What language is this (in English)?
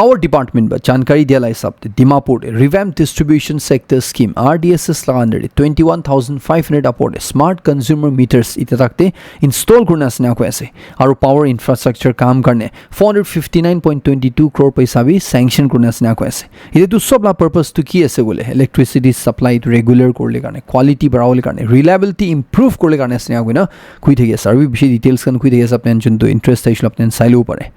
Naga Pidgin